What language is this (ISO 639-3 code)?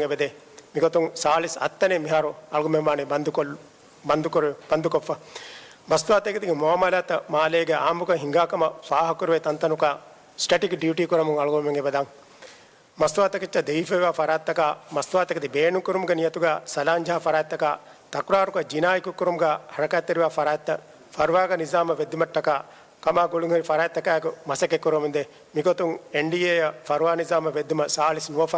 div